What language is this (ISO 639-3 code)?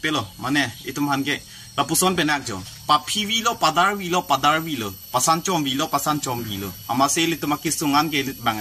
mjw